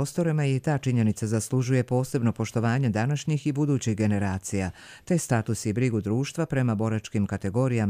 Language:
Bosnian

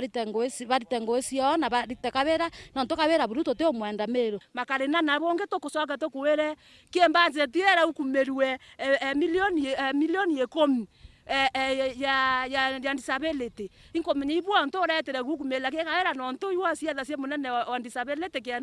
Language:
Meru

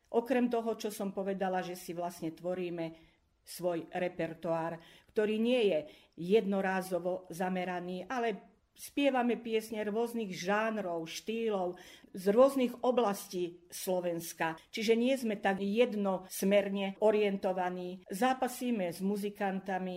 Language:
Slovak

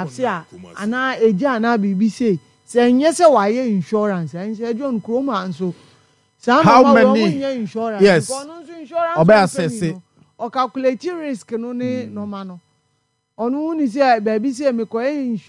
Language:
Akan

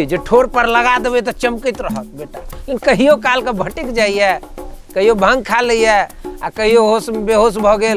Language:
Maithili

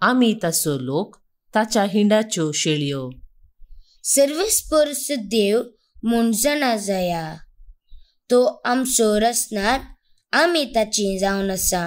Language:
Konkani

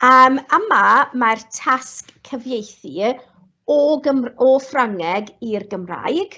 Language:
Welsh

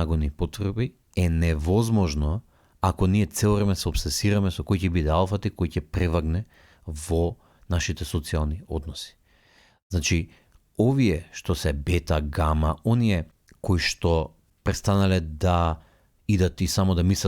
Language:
Macedonian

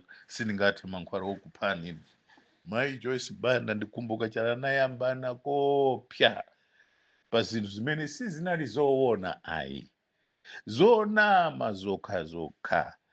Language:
Nyanja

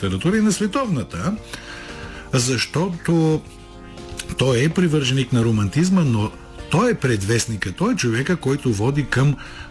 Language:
Bulgarian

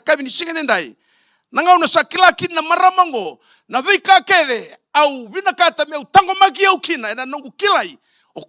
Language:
Fijian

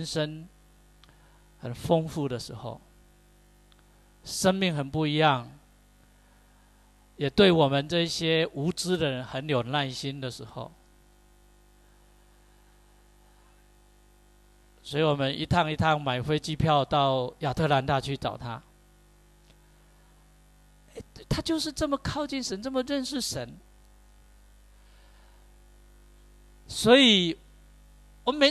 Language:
Chinese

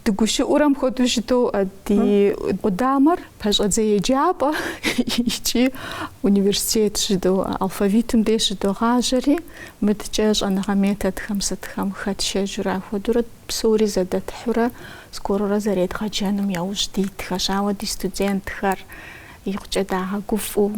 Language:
Kabardian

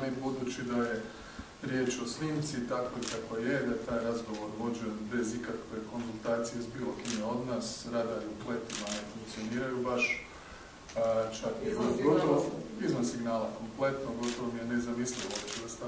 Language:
Croatian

